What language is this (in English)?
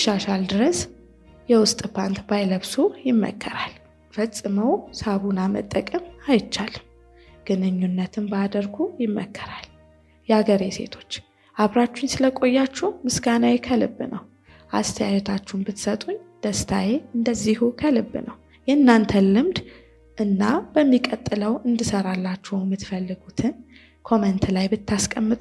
Amharic